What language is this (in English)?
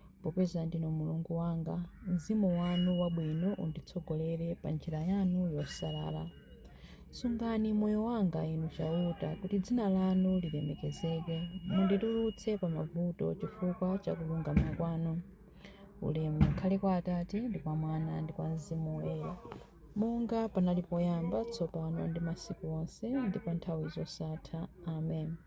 Nyanja